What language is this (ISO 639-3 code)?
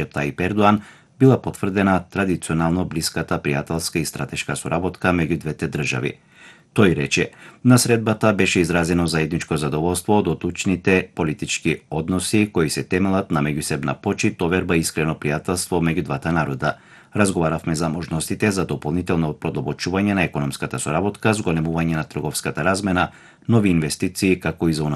mkd